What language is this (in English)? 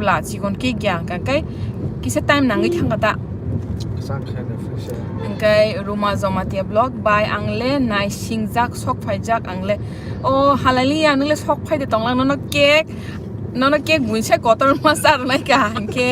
Kok Borok